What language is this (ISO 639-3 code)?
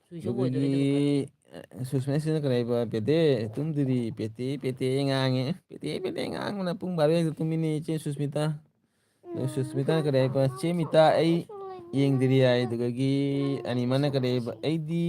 mni